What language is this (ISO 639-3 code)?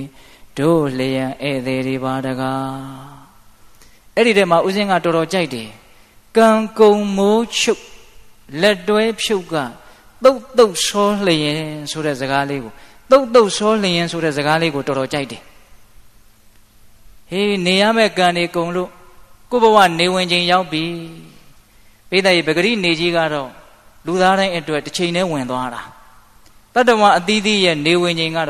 mya